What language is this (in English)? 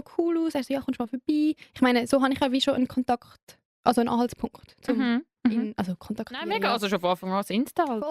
Swiss German